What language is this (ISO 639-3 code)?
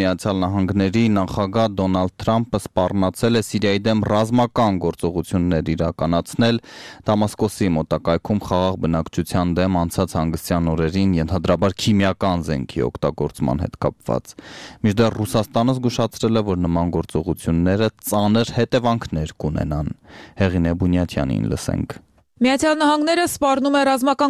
hye